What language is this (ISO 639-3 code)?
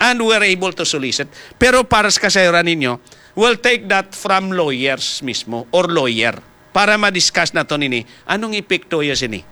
hil